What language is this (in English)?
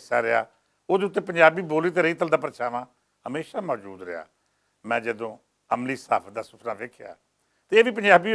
Western Panjabi